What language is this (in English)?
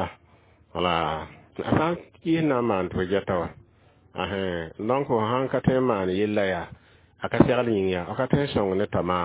Mossi